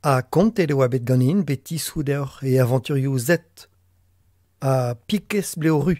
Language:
Breton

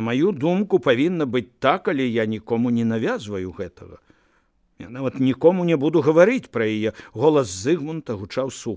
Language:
Belarusian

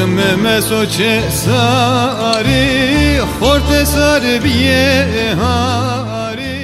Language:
Zaza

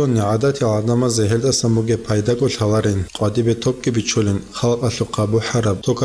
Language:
Avaric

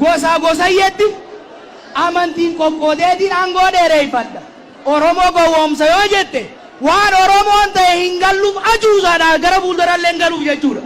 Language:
Oromo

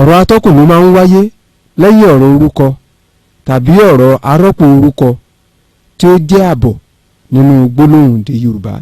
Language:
Yoruba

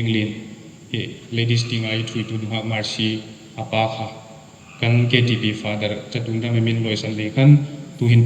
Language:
Hmar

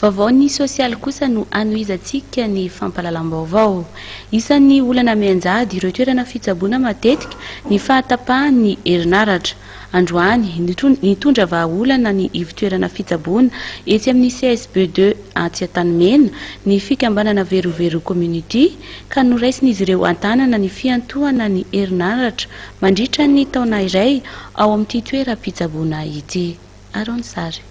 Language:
Malagasy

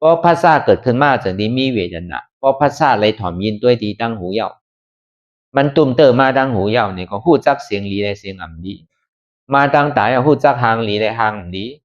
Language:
Shan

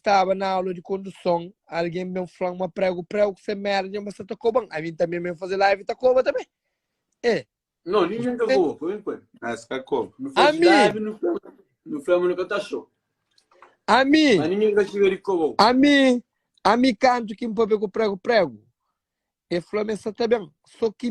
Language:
Kabuverdianu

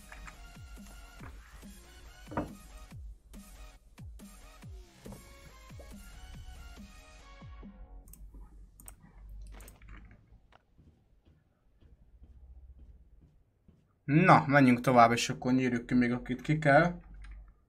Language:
Hungarian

